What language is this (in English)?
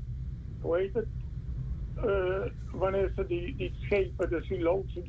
Dutch